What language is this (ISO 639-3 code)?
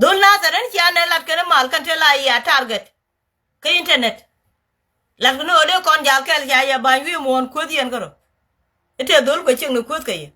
nus